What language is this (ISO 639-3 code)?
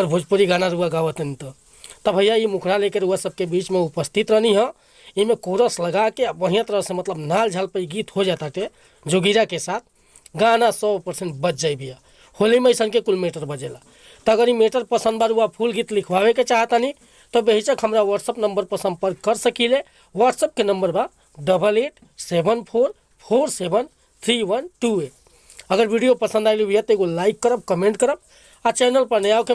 bho